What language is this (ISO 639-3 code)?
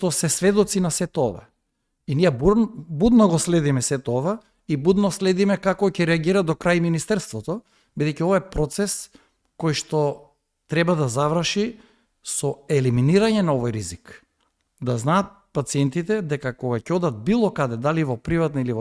mkd